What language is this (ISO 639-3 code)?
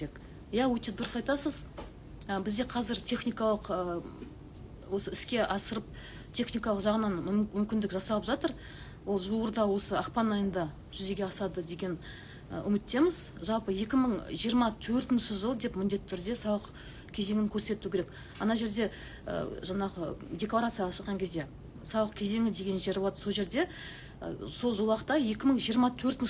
kaz